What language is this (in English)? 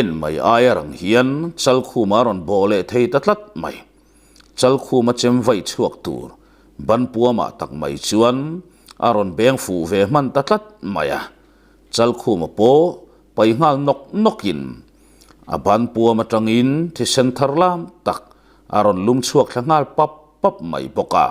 Mizo